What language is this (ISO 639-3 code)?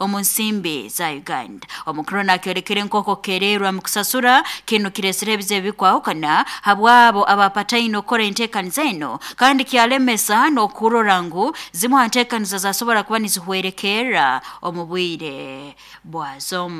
nyn